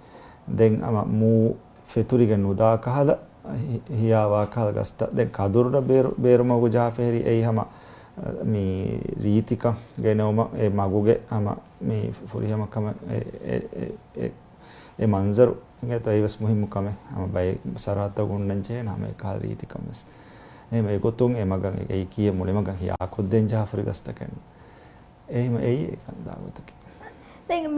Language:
Divehi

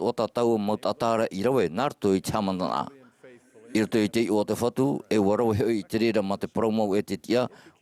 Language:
Tahitian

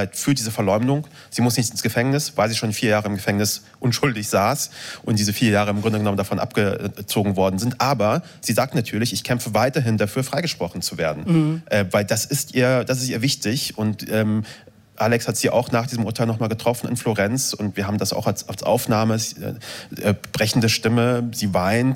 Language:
German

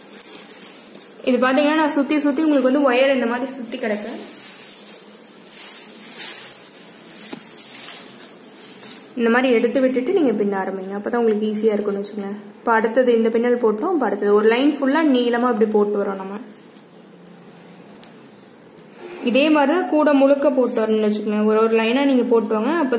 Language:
Tamil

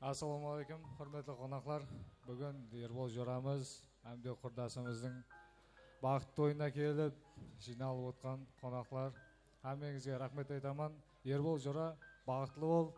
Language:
Kara-Kalpak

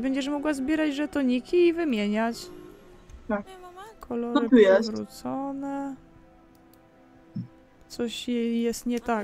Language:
Polish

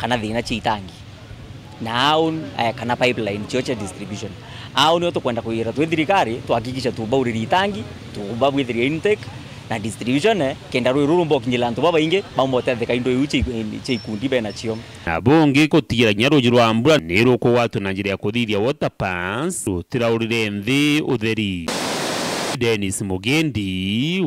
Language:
Meru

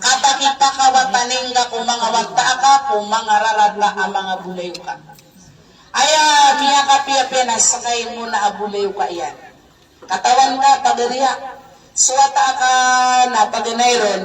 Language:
Maranao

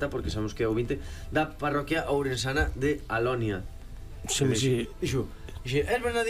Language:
Galician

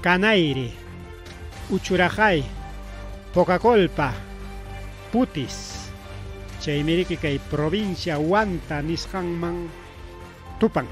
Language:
Ayacucho Quechua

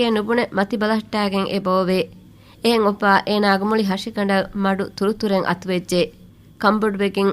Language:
Divehi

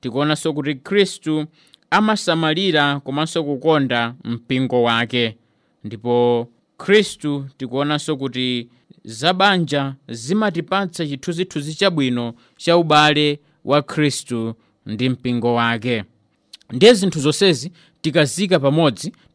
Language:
Nyanja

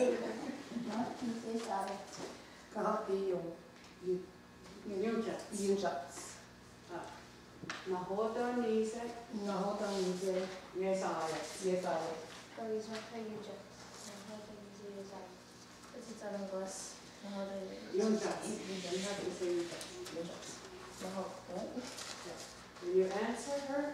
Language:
Mohawk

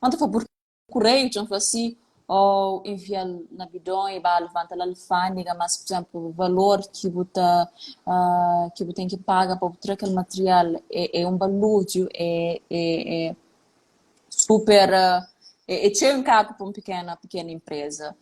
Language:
Kabuverdianu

